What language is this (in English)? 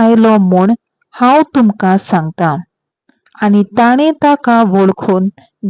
Konkani